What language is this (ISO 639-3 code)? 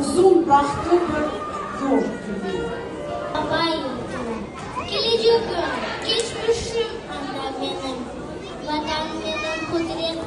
crh